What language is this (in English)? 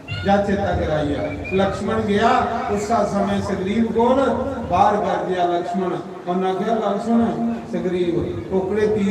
Dogri